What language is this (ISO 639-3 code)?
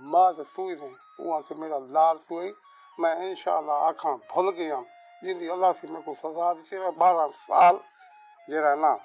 skr